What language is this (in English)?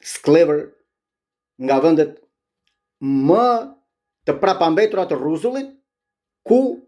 Albanian